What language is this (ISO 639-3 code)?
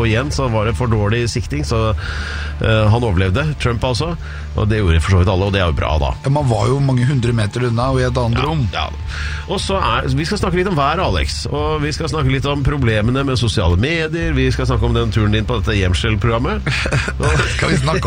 nor